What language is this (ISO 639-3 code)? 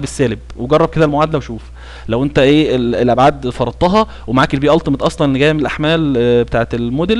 arz